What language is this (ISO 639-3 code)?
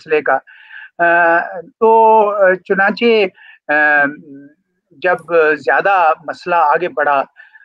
urd